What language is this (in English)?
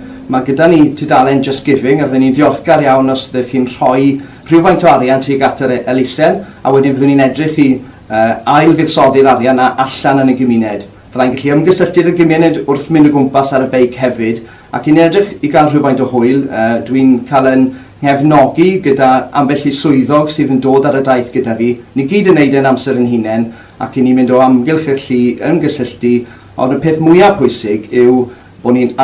Welsh